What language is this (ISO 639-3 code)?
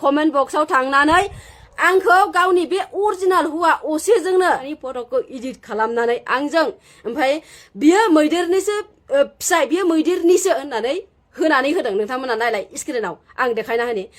brx